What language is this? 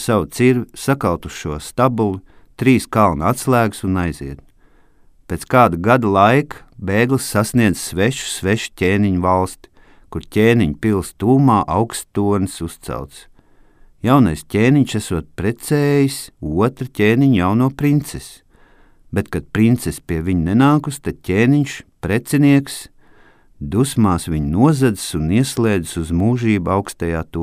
Latvian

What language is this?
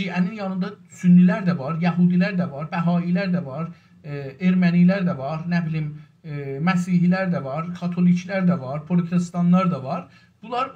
South Azerbaijani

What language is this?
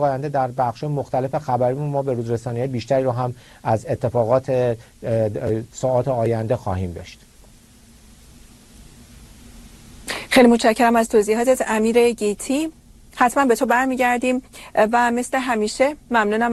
Persian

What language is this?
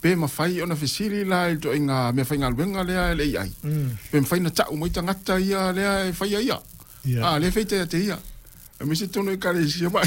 Samoan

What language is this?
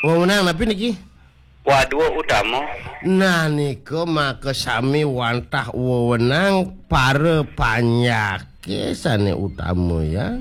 Balinese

